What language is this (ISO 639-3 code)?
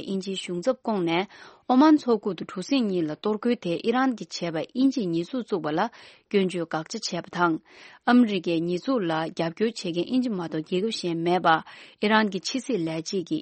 bod